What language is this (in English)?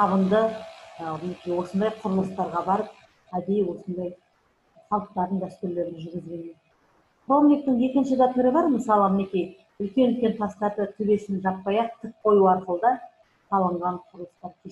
Kazakh